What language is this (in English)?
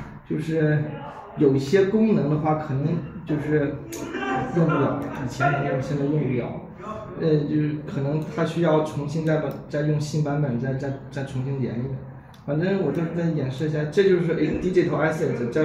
Chinese